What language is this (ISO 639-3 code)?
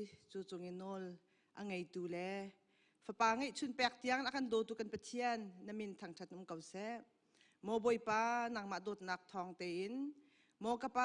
cnh